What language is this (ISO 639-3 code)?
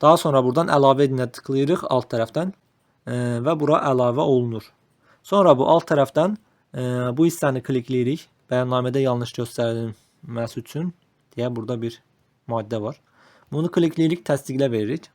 aze